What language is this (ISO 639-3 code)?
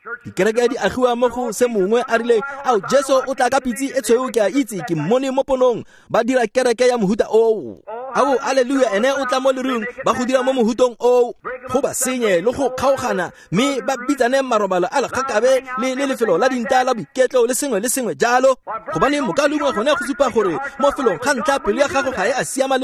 tsn